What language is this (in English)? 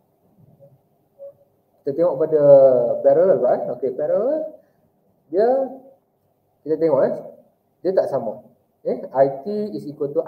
Malay